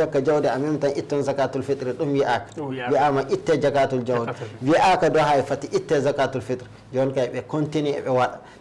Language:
Fula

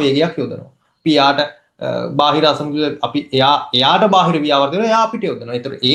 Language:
Sinhala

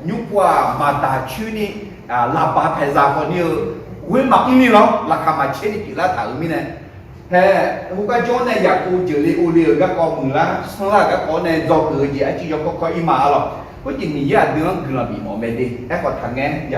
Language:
Akha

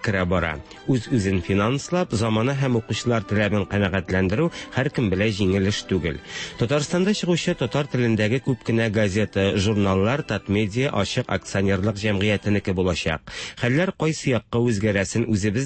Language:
Tatar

